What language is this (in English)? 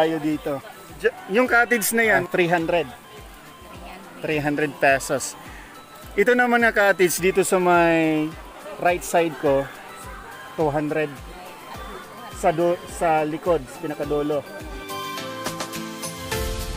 Filipino